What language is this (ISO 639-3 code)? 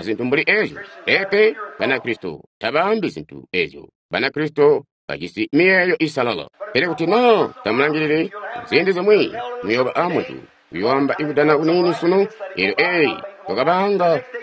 toi